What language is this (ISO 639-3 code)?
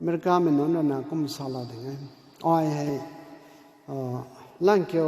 nbu